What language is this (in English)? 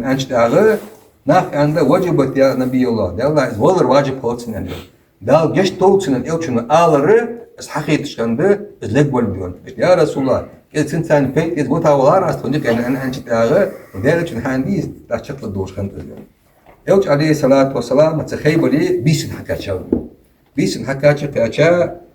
Ingush